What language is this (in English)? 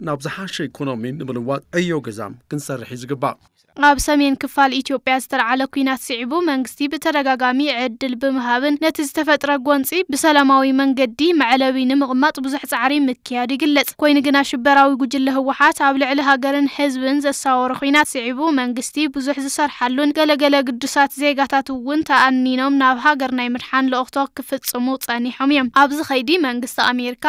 Tigrinya